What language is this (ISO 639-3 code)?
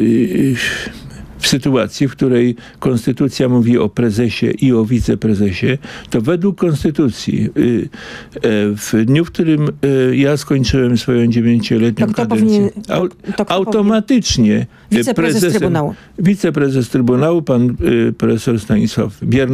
pol